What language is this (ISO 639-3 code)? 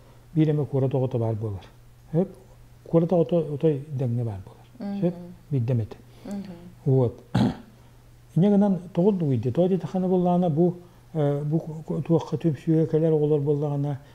sah